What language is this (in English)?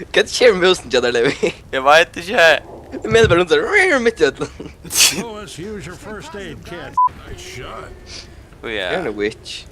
Faroese